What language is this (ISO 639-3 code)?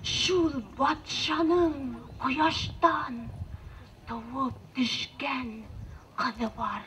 bak